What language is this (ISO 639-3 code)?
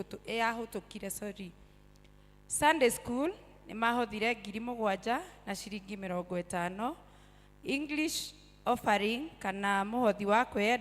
kik